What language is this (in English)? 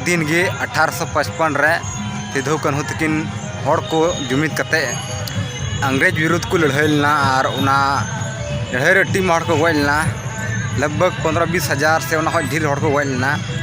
Santali